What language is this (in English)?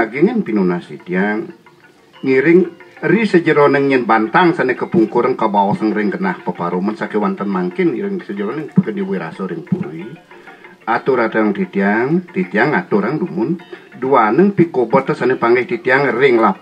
Balinese